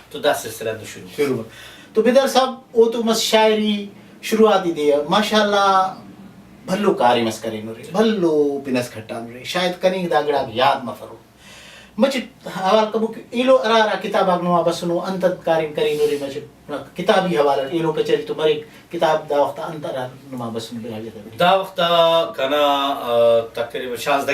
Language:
Brahui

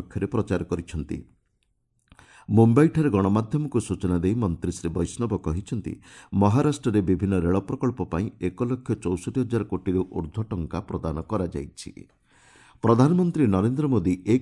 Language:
Odia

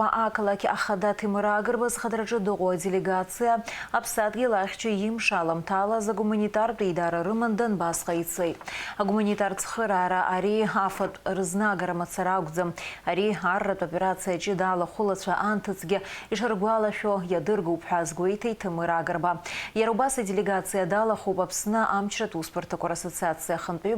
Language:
Abkhazian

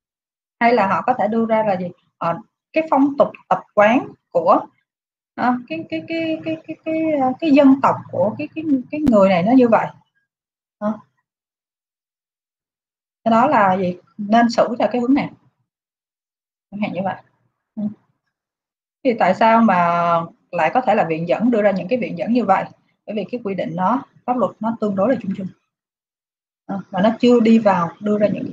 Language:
Vietnamese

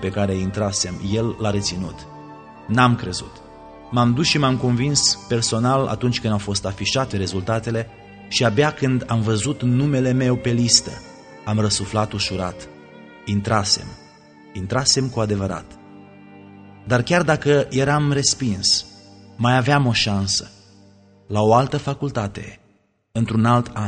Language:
Romanian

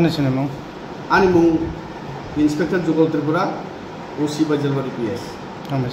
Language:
Kok Borok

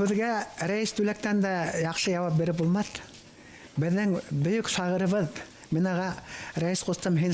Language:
Bashkir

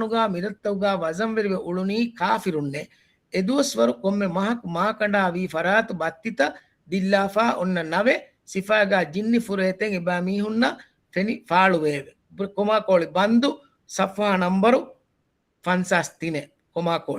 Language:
Divehi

